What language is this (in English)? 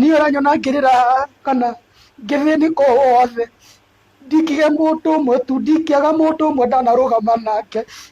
Kikuyu